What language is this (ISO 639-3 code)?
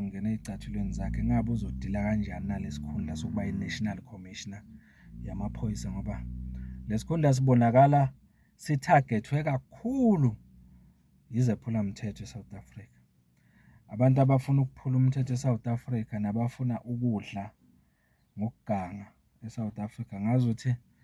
zul